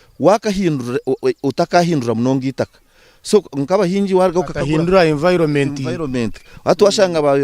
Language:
Nyankole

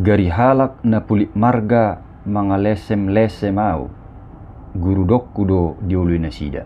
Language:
Batak Toba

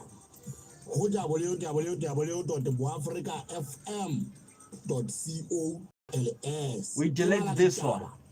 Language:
Southern Sotho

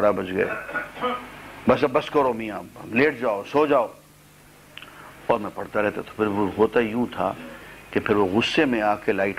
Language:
Urdu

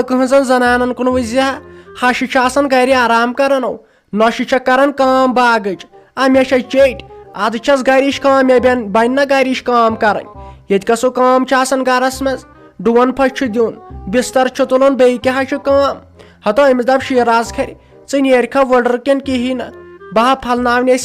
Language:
Kashmiri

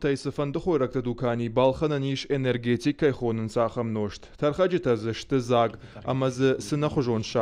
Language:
Ossetic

